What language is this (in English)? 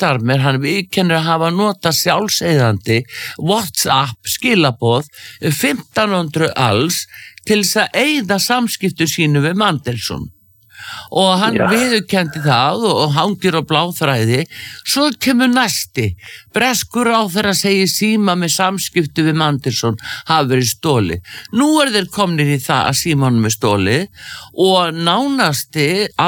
Icelandic